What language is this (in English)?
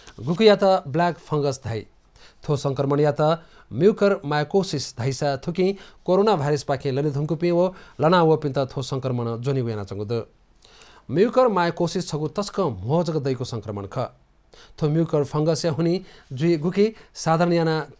Newari